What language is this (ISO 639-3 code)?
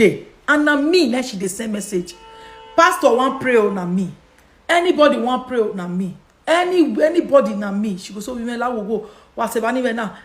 pcm